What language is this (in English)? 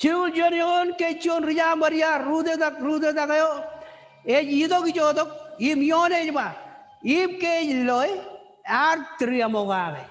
Marshallese